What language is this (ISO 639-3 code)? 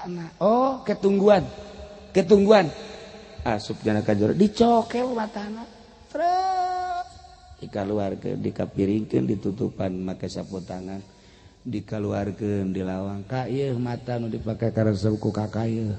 sun